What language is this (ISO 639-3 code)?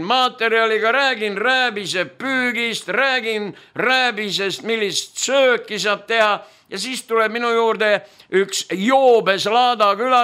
est